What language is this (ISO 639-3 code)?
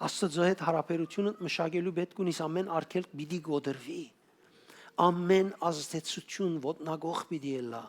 hyw